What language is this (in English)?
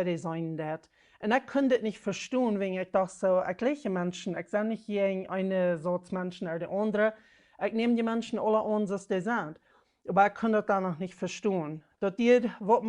Plautdietsch